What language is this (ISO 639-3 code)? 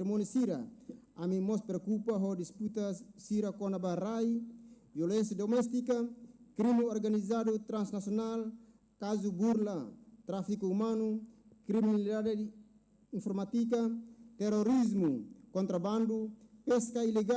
tet